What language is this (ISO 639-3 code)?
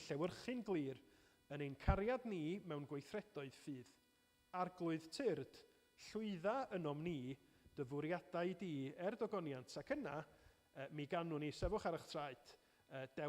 cym